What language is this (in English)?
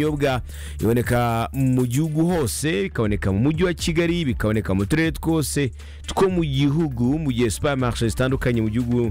Kinyarwanda